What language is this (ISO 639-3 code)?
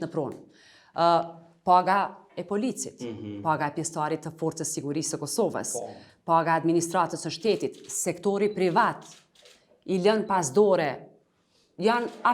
sqi